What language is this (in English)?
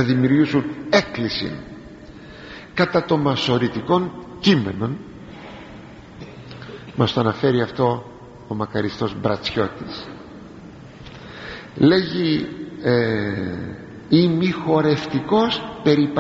Greek